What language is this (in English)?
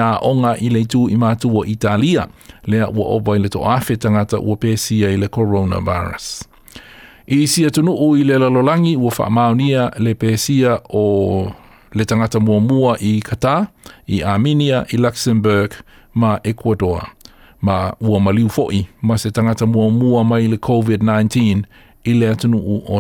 Samoan